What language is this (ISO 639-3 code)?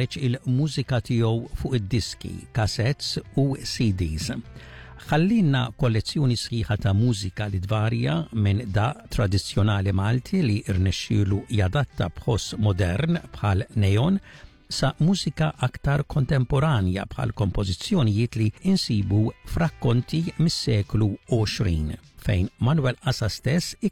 mlt